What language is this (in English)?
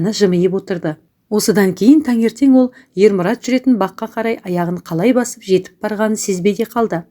Kazakh